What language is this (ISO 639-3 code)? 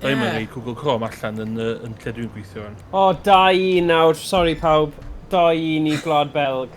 cym